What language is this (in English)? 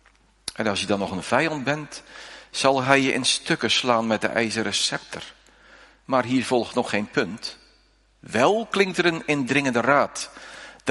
Dutch